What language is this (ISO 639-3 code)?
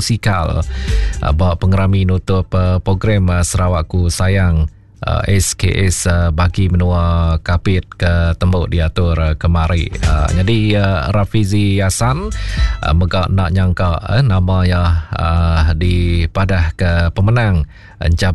iba